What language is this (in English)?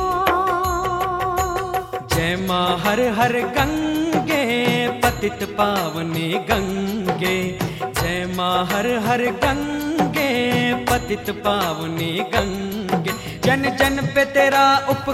Hindi